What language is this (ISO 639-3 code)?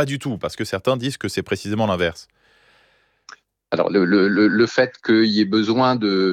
fra